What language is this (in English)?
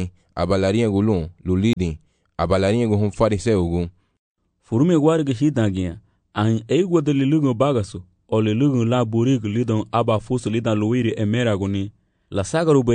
Garifuna